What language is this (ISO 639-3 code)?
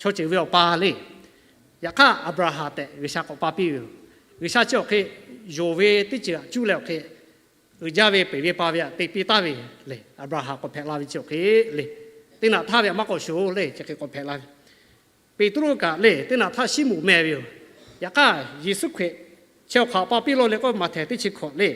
lhu